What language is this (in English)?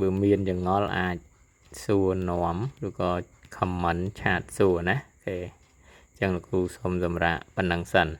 Khmer